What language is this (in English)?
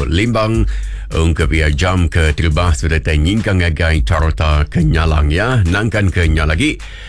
Iban